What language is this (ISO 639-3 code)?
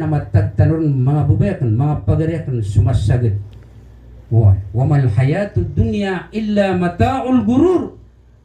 mrw